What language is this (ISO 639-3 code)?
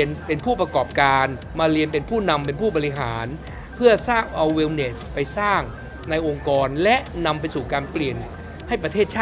tha